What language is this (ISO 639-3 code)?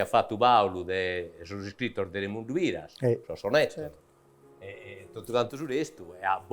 srd